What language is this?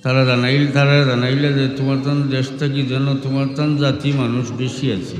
Sylheti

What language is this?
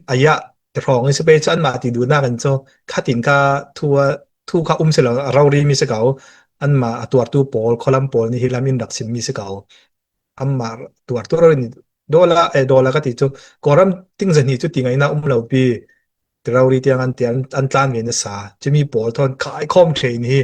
Falam Chin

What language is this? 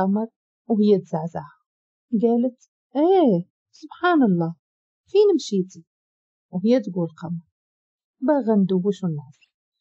Moroccan Arabic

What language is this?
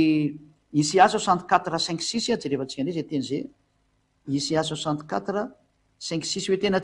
Malagasy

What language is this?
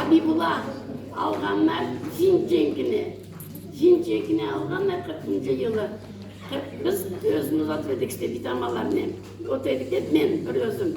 Crimean Tatar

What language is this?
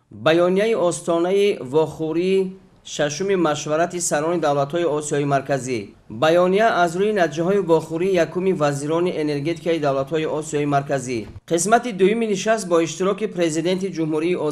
Tajik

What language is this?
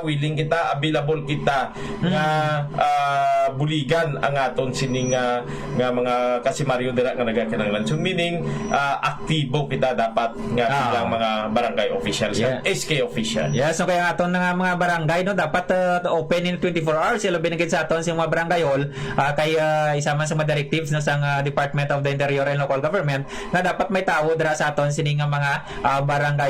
Hiligaynon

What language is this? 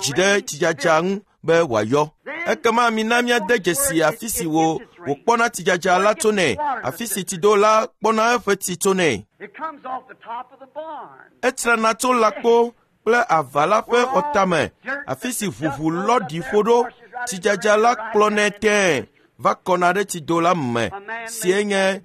Ewe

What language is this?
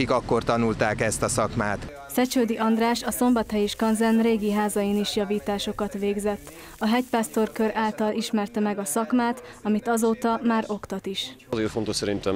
Hungarian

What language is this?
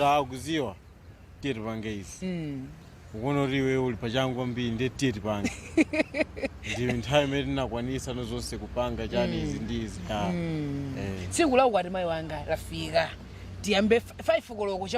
Nyanja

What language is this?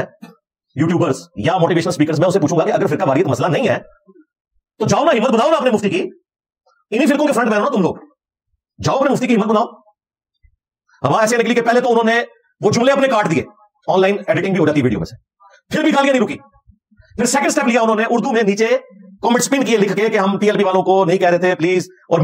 Urdu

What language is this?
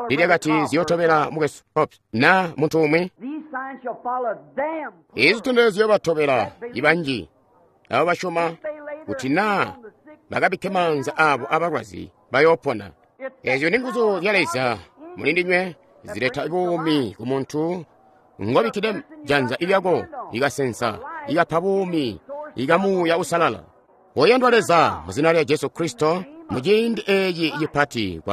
Tonga (Zambia)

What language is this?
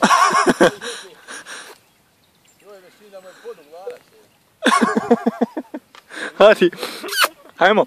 Bosnian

